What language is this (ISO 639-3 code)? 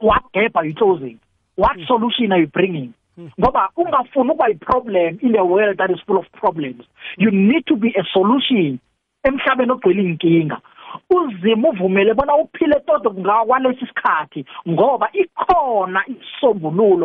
nbl